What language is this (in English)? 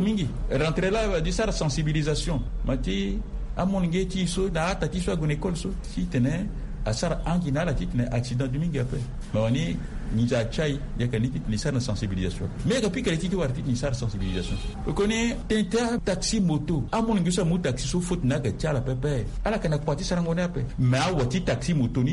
Sango